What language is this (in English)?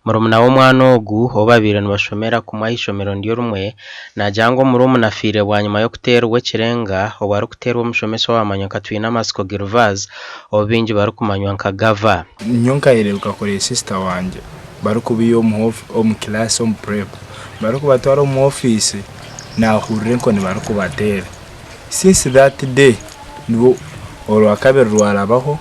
Nyankole